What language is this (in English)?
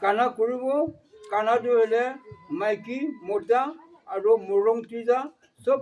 Naga Pidgin